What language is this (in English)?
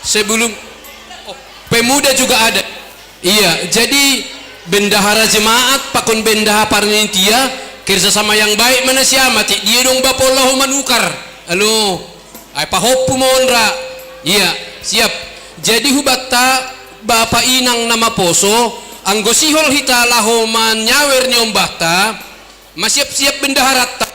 Batak Simalungun